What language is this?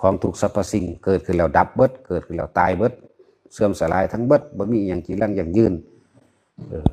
Northeastern Thai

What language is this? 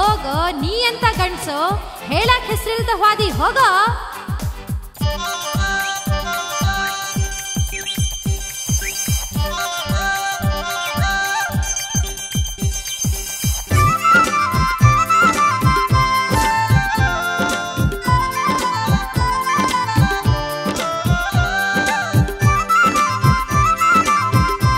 Kannada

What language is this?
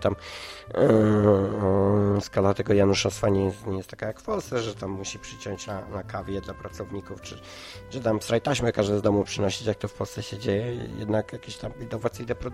Polish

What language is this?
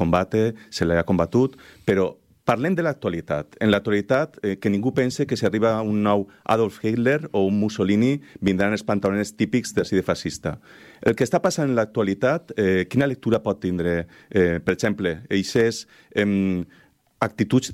Catalan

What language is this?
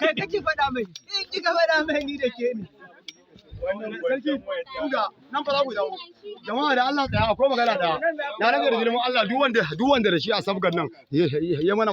Hausa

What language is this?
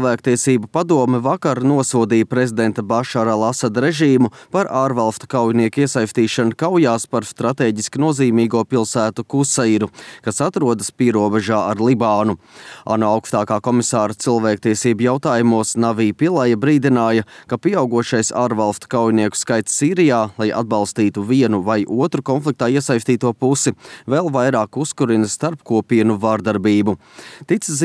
Latvian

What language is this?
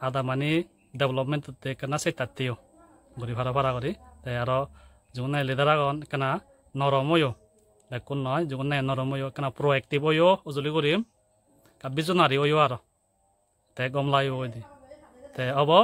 Chakma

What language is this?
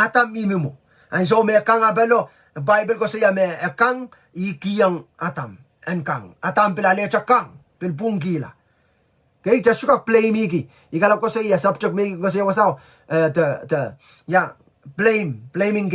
Pohnpeian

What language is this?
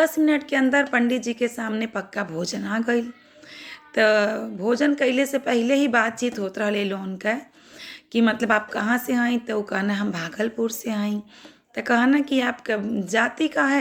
Bhojpuri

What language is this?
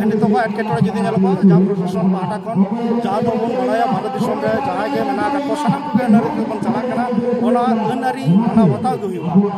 Santali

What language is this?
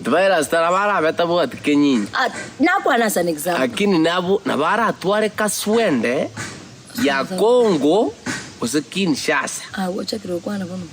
Gusii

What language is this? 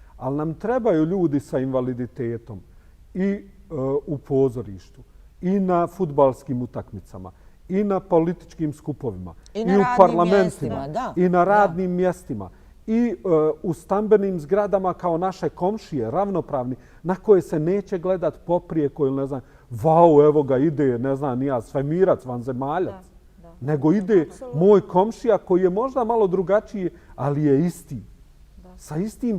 Bosnian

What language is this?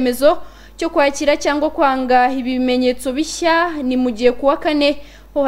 Kinyarwanda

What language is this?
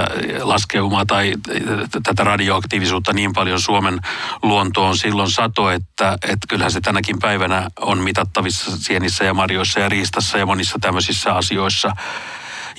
Finnish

